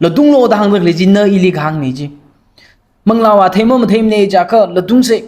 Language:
Tangkhul Naga (India)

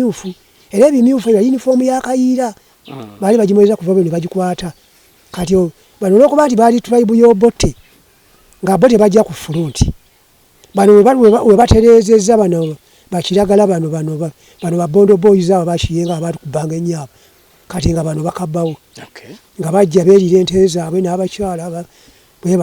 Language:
Ganda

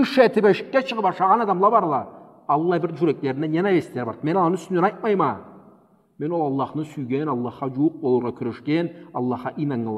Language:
Karachay-Balkar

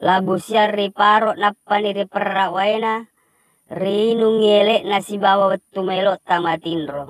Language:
Buginese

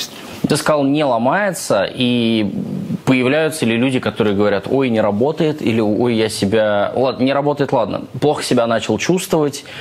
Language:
Russian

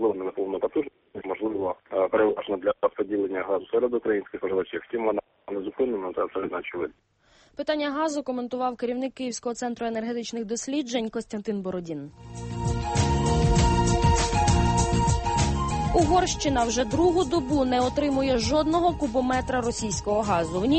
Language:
Ukrainian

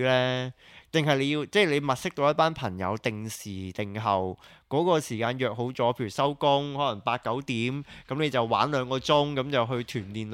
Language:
Cantonese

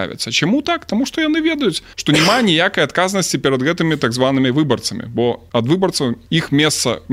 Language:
Belarusian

